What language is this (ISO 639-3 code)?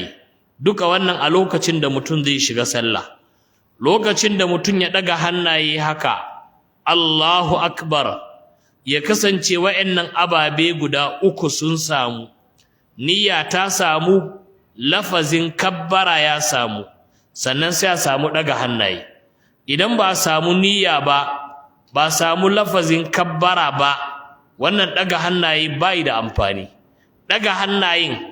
hau